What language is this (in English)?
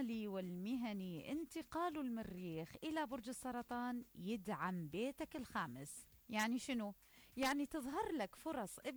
Mesopotamian Arabic